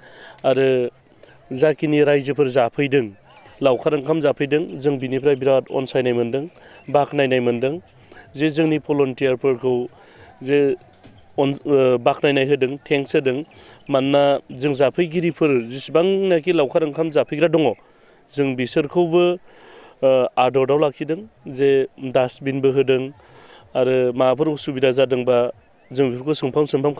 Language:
Bodo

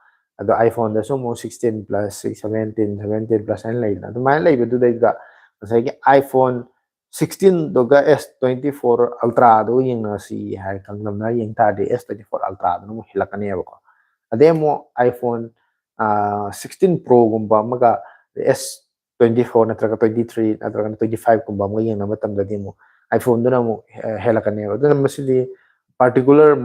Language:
Manipuri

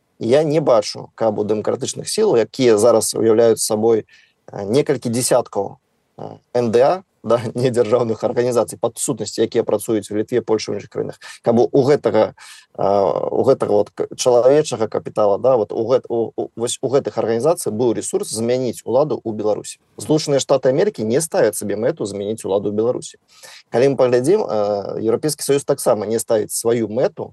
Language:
Belarusian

